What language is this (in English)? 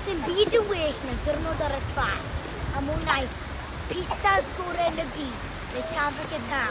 Welsh